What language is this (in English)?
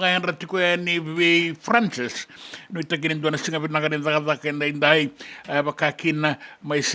Fijian